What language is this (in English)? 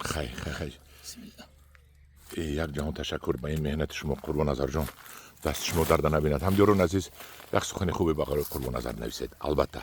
Tajik